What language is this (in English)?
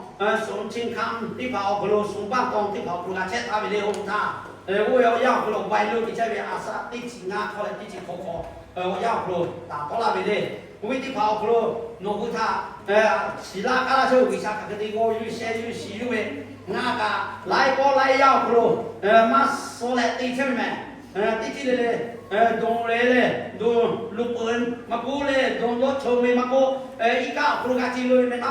Lahu